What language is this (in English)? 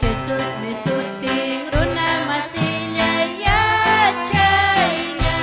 Ayacucho Quechua